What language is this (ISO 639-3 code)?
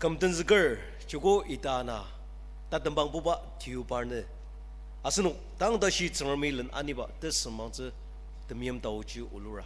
njo